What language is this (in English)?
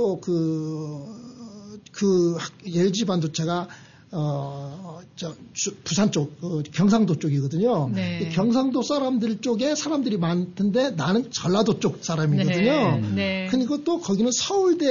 Korean